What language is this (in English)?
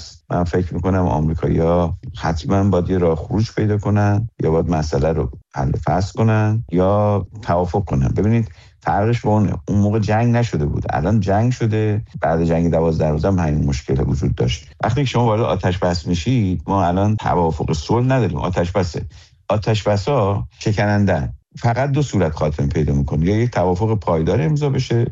Persian